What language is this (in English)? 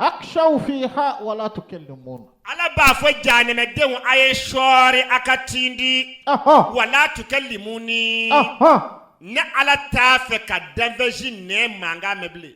Bambara